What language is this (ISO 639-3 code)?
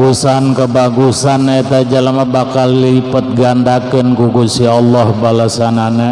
sun